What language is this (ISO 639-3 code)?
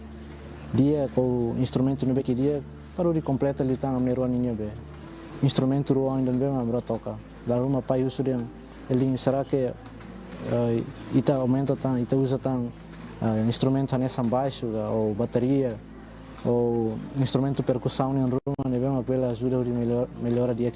tet